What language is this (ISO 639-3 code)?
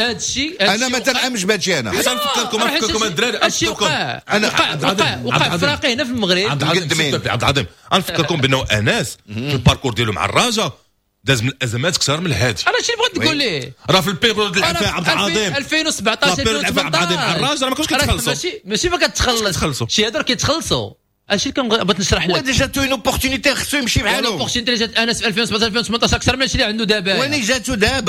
ary